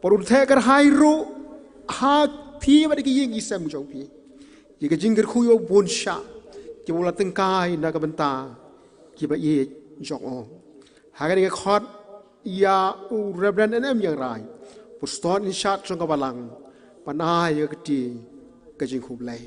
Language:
Khasi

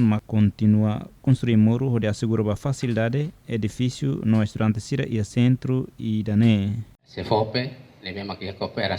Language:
Tetum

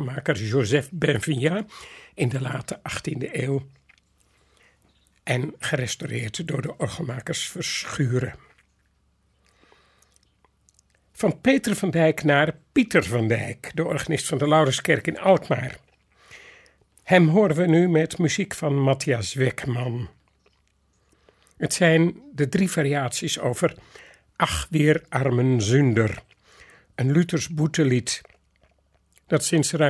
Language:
Dutch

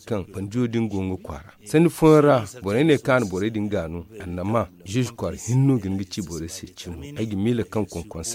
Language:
Zarma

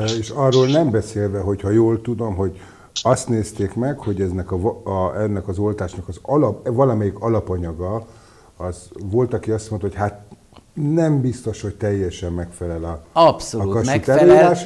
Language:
Hungarian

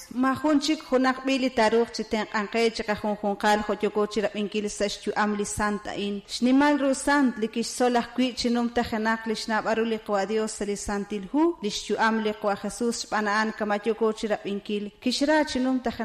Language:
Kekchí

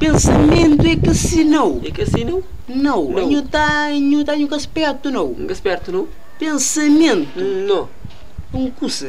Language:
Kabuverdianu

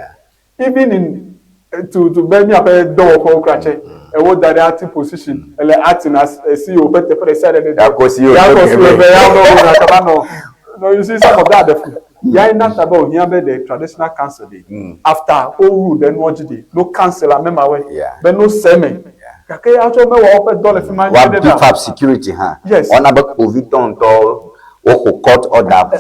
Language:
Ewe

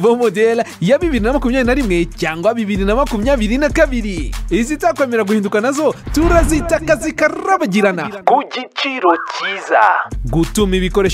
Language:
Kinyarwanda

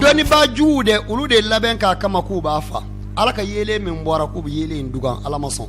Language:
Bambara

